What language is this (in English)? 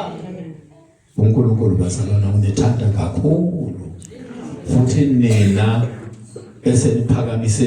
Zulu